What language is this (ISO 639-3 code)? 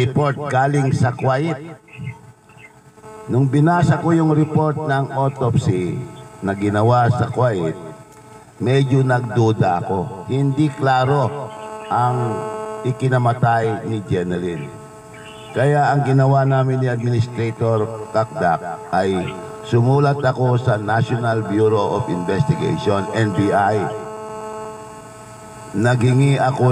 fil